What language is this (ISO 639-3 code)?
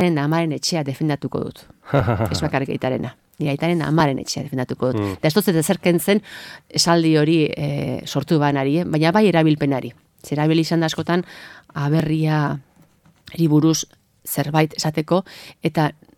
eus